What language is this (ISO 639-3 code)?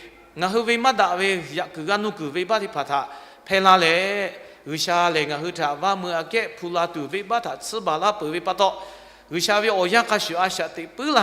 lhu